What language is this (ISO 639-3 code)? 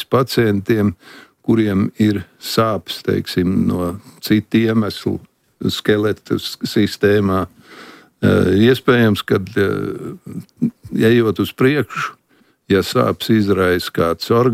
lav